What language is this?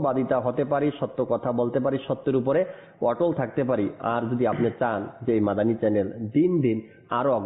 Bangla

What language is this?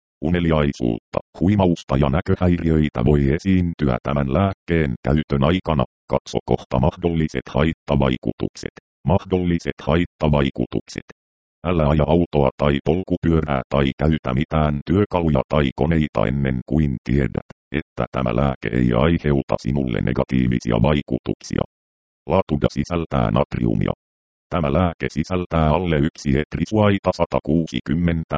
Finnish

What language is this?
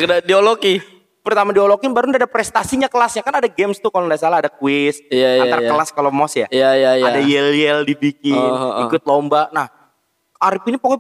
Indonesian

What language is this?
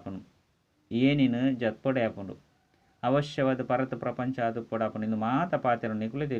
Tulu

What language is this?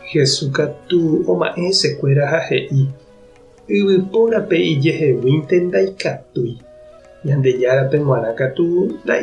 Guarani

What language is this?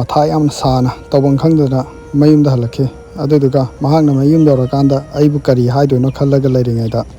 Manipuri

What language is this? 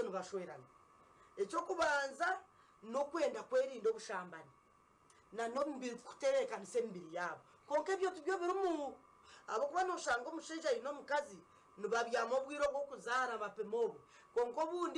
Nyankole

